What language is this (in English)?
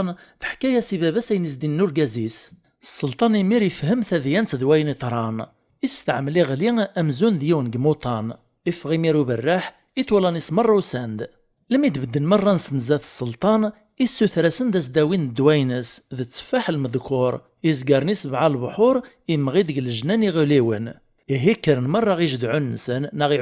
Kabyle